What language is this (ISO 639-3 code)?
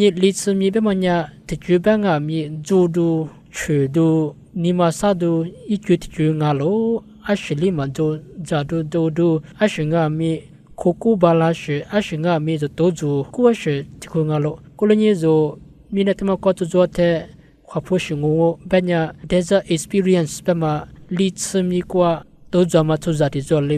lis